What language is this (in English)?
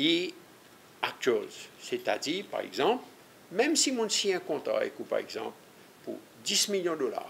Seselwa Creole French